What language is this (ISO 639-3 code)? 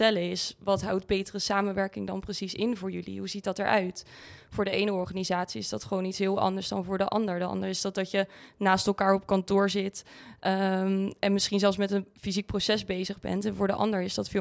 nld